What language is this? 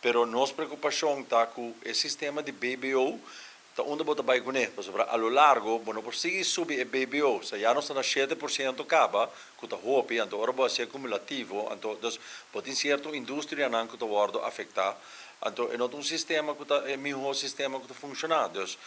Papiamento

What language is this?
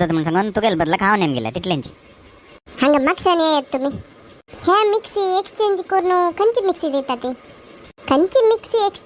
Konkani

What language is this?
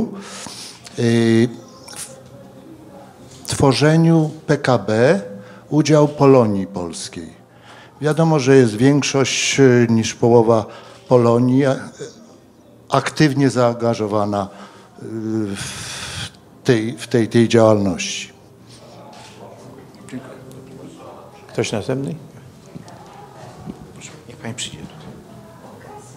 Polish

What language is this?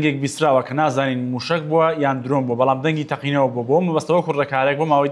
Central Kurdish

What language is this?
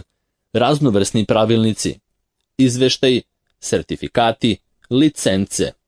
Serbian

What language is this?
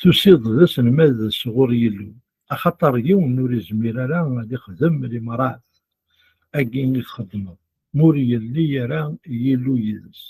Kabyle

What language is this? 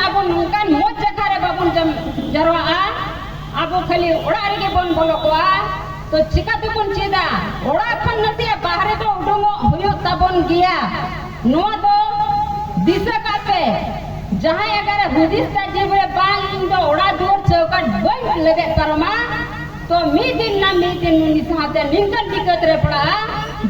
Santali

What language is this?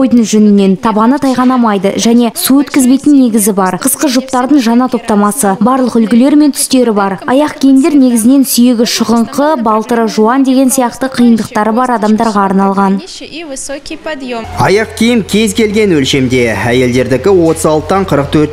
Kazakh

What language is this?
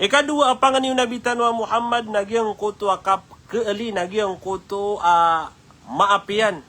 Maranao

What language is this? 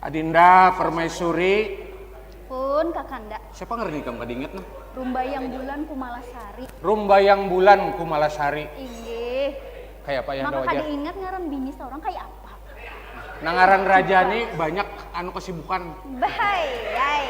Banjar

